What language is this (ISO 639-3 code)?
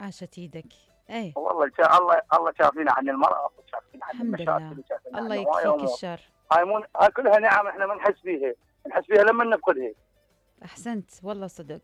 acm